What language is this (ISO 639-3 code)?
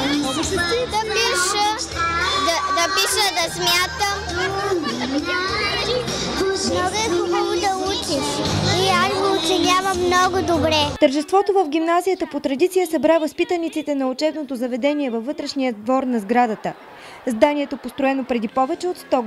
bul